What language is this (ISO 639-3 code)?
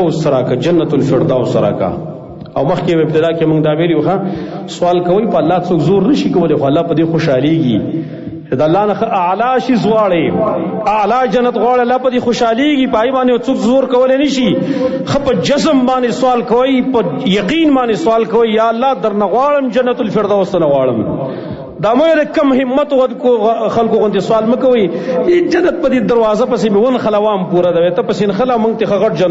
pus